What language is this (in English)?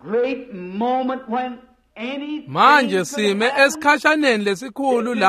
Swati